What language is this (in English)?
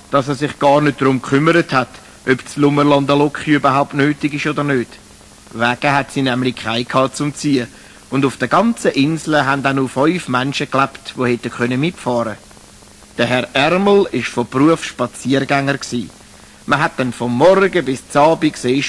Swiss German